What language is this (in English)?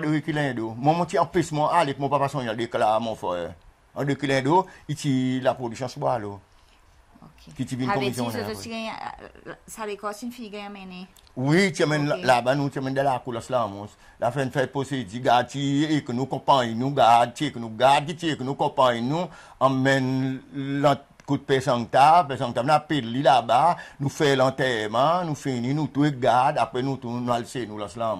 Seselwa Creole French